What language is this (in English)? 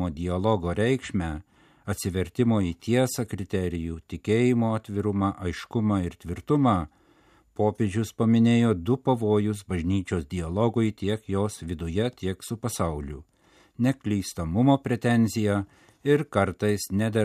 Lithuanian